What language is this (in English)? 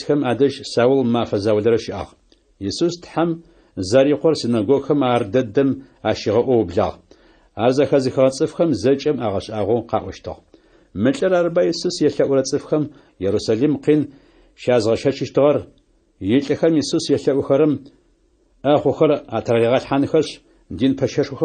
Adyghe